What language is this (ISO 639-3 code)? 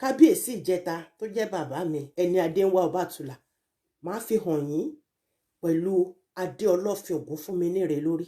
yor